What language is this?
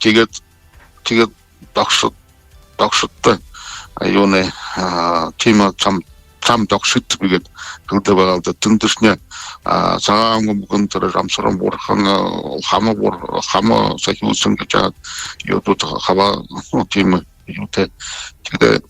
Buriat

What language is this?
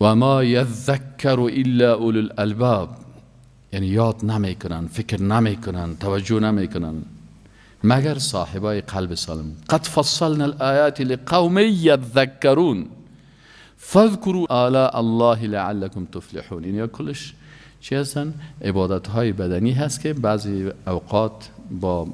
Persian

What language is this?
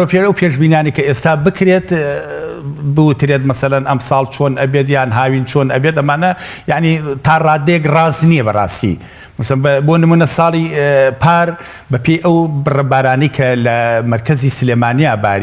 Central Kurdish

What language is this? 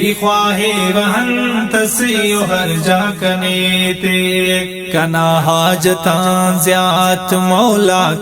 Brahui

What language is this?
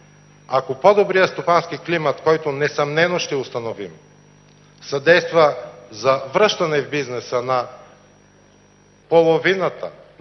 Bulgarian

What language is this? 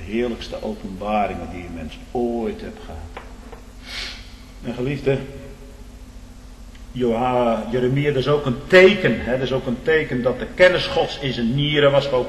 Dutch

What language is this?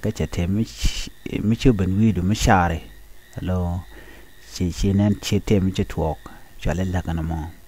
Nuer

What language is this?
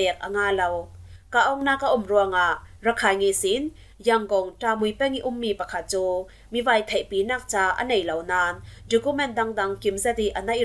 Falam Chin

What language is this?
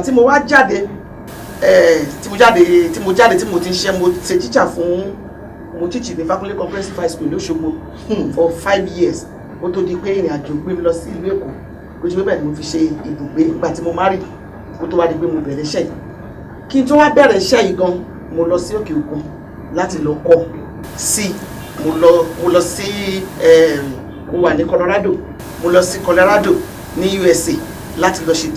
Yoruba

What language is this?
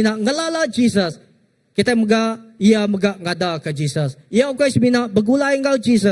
Iban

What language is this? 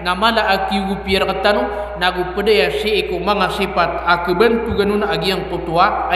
Maranao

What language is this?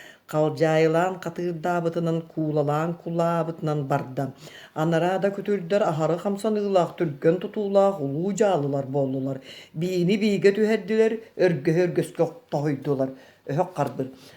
Yakut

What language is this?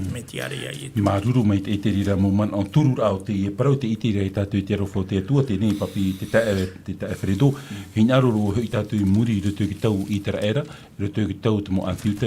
Tahitian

